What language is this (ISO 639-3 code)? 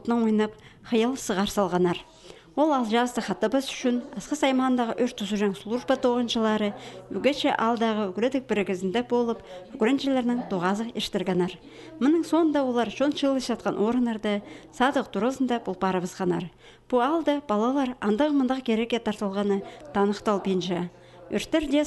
kjh